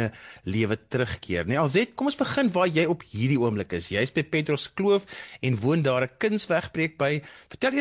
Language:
Afrikaans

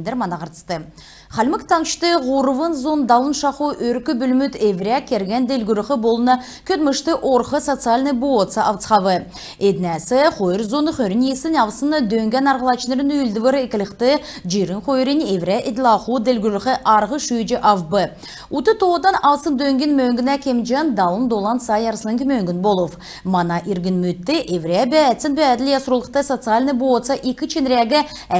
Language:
Kalmyk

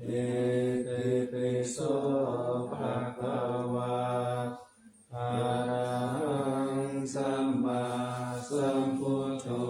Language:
Pali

